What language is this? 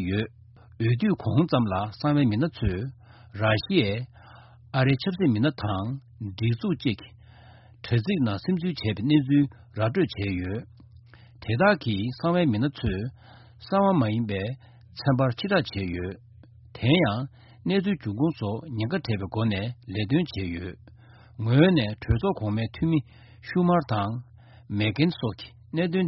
Tibetan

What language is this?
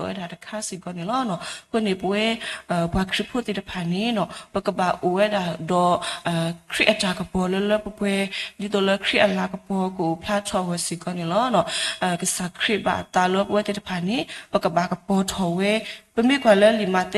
S'gaw Karen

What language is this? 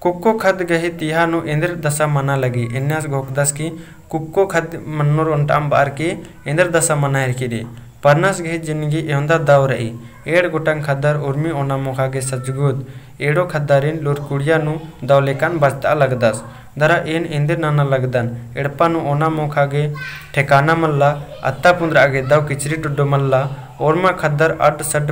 Kurukh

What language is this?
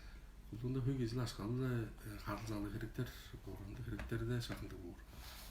Tuvinian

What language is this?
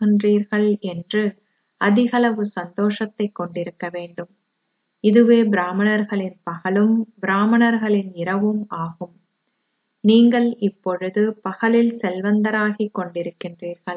Tamil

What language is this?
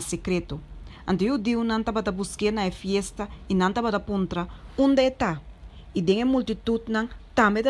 Papiamento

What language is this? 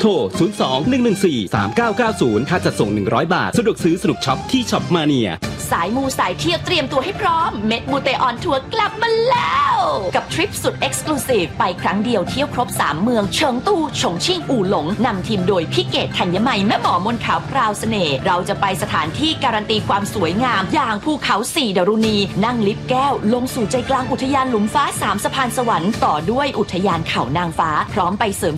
Thai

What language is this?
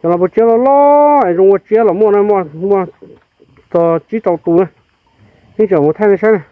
Hmong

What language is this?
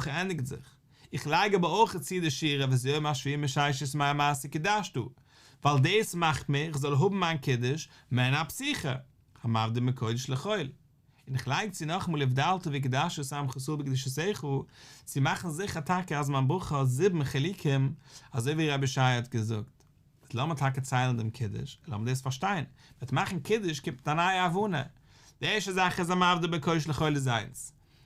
Yiddish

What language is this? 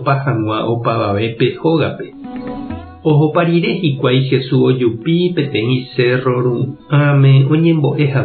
Guarani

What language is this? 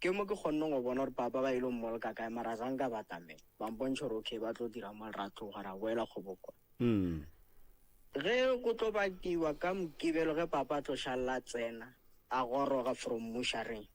Northern Sotho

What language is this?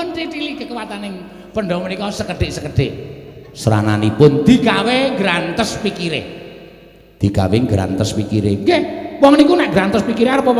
Javanese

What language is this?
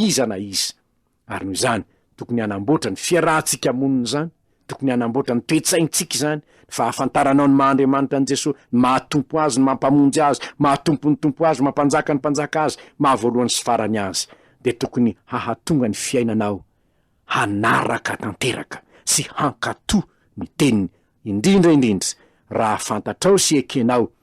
Malagasy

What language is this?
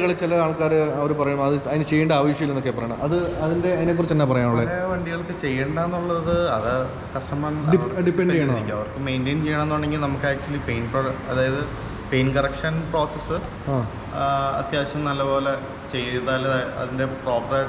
Malayalam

